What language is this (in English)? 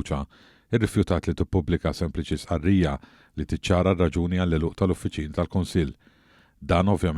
Maltese